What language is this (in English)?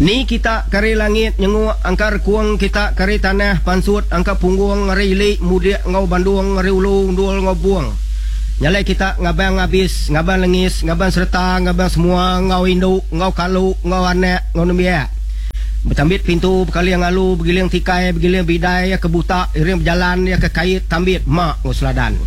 Iban